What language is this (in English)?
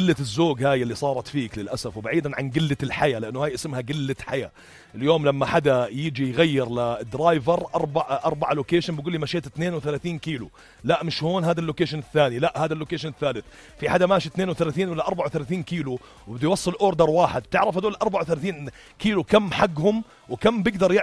North Levantine Arabic